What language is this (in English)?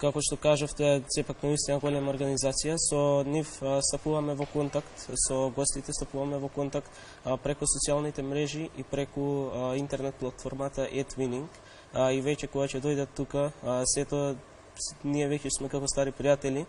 Macedonian